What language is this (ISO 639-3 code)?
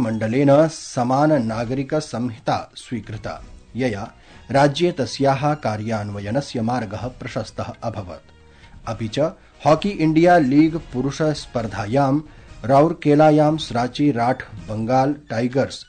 san